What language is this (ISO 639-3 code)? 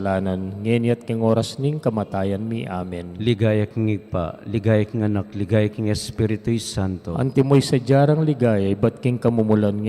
pam